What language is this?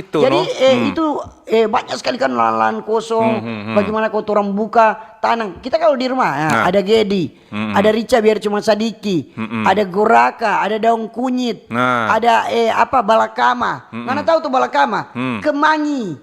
Manado Malay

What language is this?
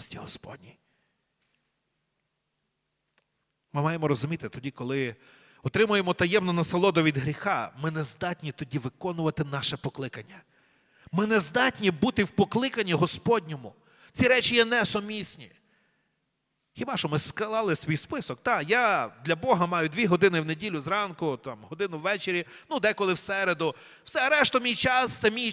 Ukrainian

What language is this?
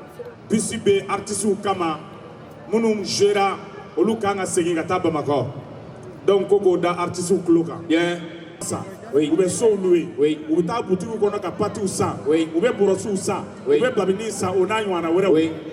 Bambara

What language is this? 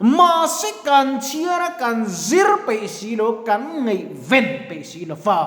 Mizo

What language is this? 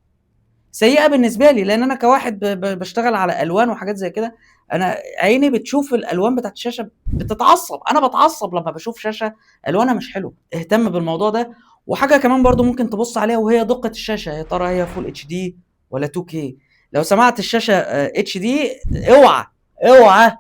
Egyptian Arabic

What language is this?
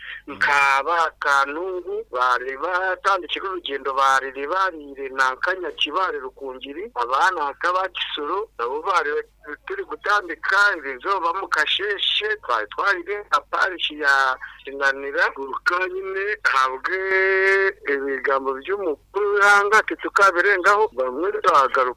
Nyoro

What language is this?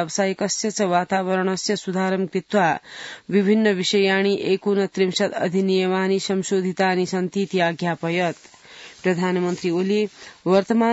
Sanskrit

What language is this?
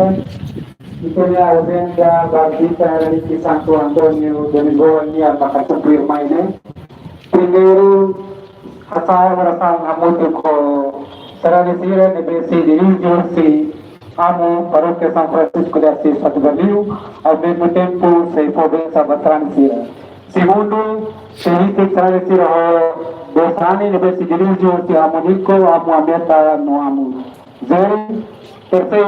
Tetum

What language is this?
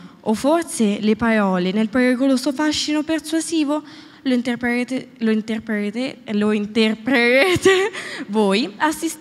Italian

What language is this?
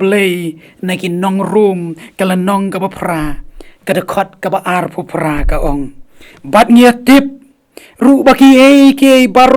Khasi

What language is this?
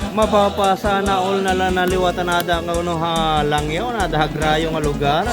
Waray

